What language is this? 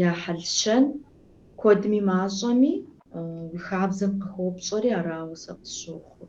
Kabardian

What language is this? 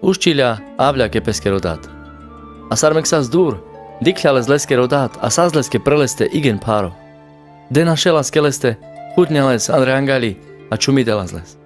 Carpathian Romani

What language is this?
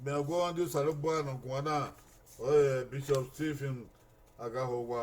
Bini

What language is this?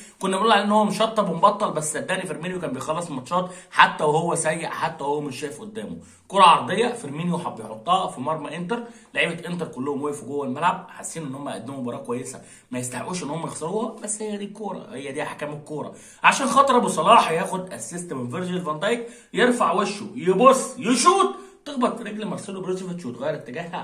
Egyptian Arabic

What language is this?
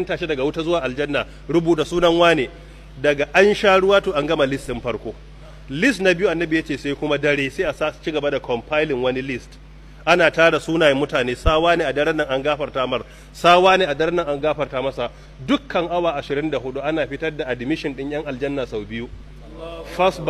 Hausa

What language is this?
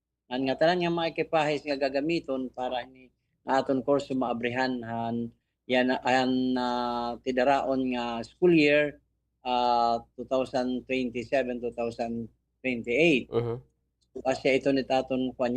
Waray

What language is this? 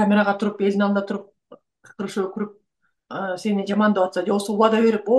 Kyrgyz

